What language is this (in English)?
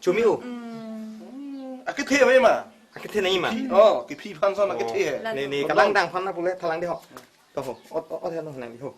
Karbi